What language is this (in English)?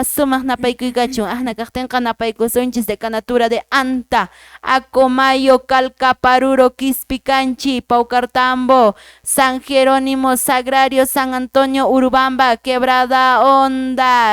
Quechua